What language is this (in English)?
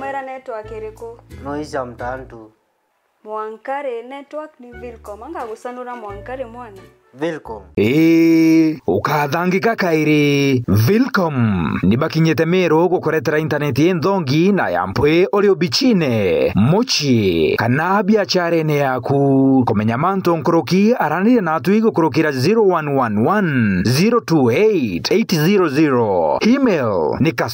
Meru